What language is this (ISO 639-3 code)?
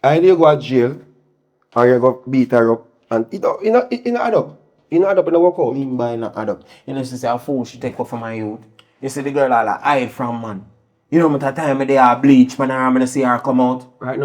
jam